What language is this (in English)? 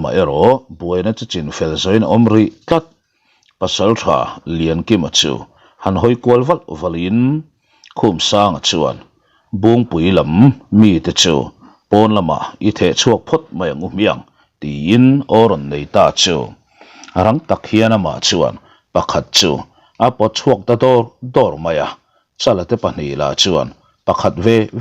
Mizo